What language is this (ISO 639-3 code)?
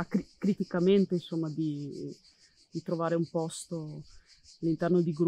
ita